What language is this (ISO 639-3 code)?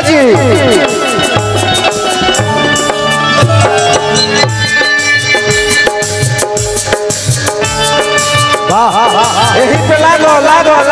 bho